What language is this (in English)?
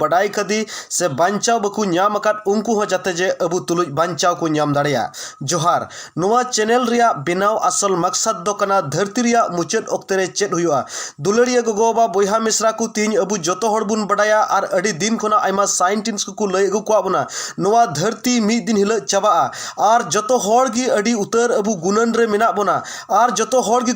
Santali